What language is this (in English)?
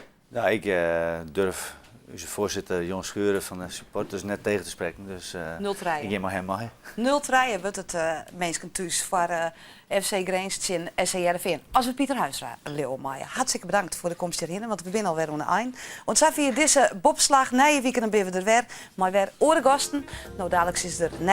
Western Frisian